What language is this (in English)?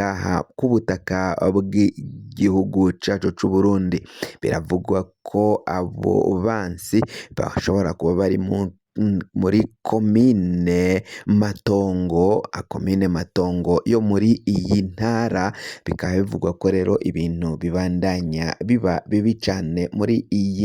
Rundi